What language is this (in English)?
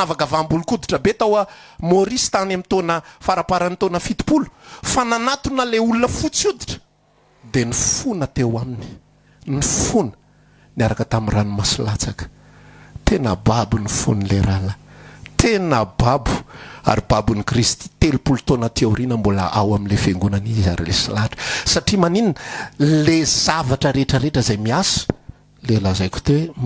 Malagasy